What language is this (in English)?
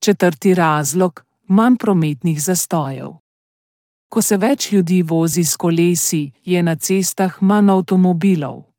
Slovenian